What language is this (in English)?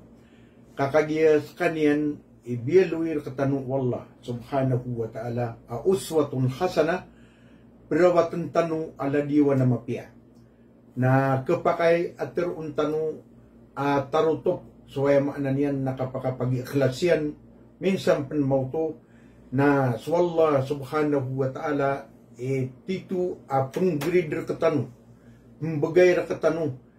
Maranao